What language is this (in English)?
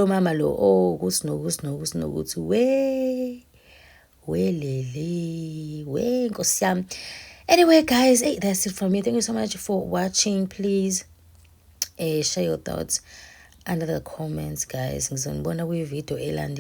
Zulu